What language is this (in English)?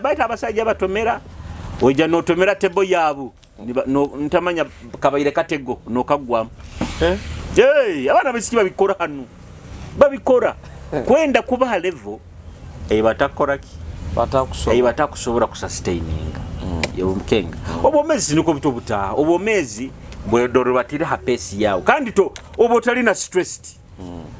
Nyoro